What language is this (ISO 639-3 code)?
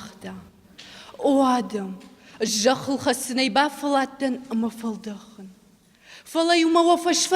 oss